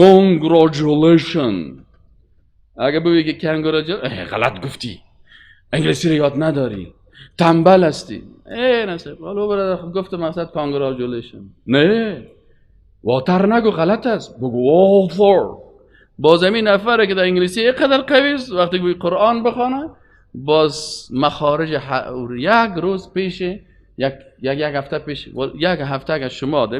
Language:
Persian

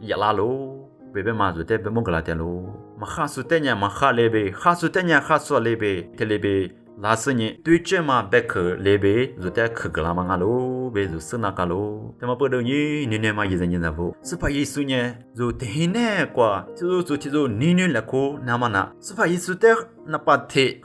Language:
Lisu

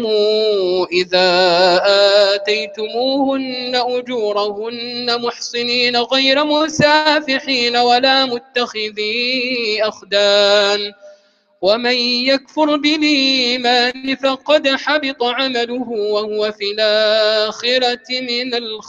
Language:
Arabic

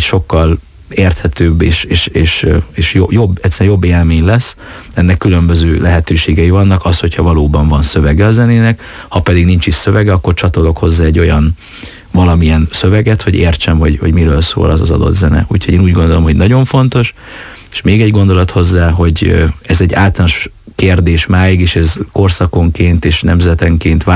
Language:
Hungarian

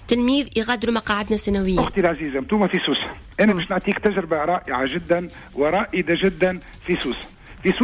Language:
Tunisian Arabic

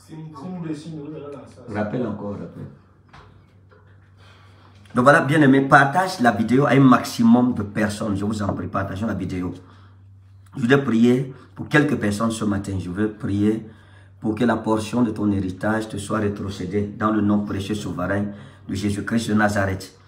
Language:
French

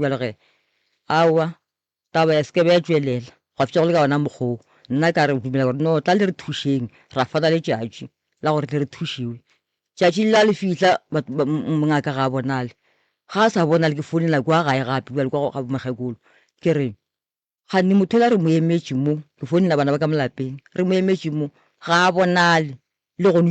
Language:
Northern Sotho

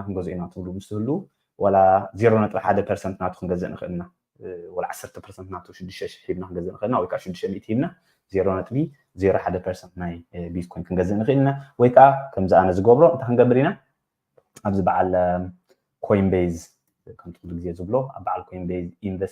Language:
Tigrinya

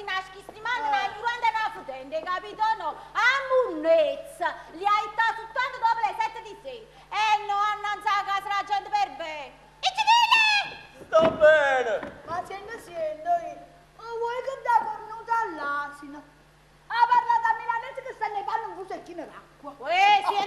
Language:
Neapolitan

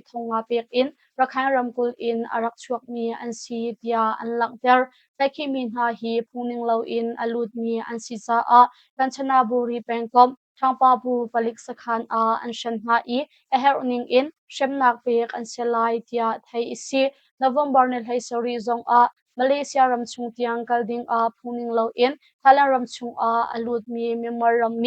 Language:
Hakha Chin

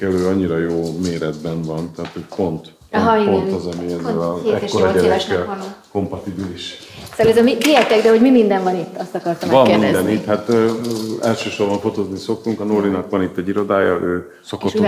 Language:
Hungarian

